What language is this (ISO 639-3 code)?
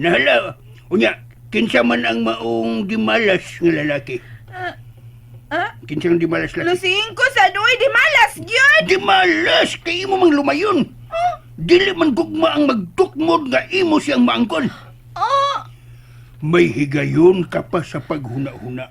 ceb